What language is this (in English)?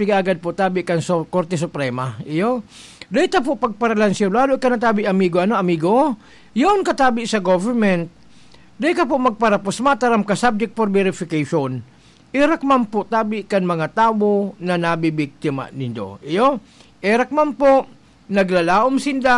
Bikol